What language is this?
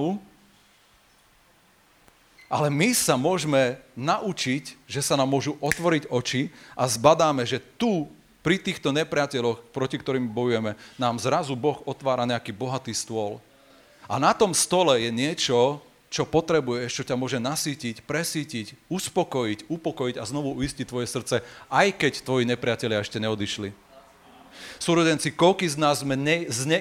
Slovak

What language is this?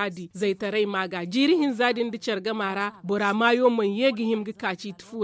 Zarma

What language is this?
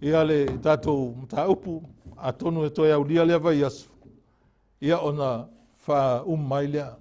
Samoan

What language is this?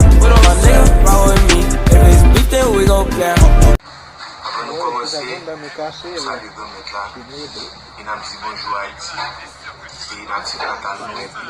Haitian Creole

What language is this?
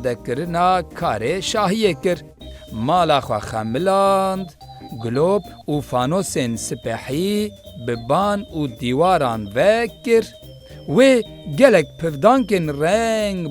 Kurdish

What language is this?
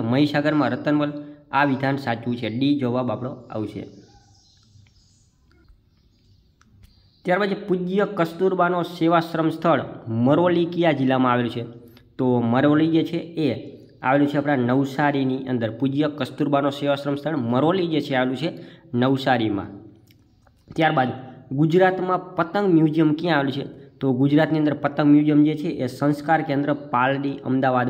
Gujarati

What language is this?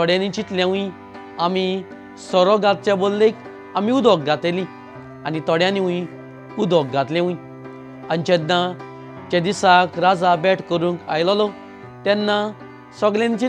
Konkani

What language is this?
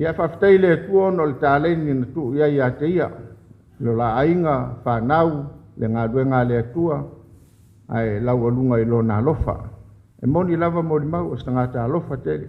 Samoan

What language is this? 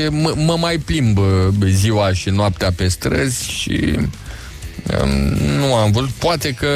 Romanian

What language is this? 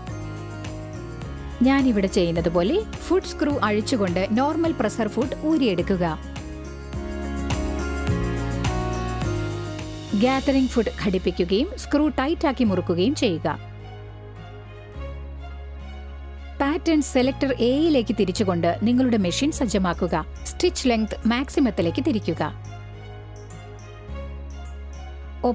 Malayalam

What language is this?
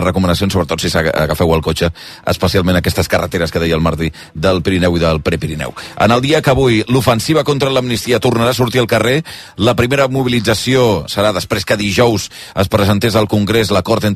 Catalan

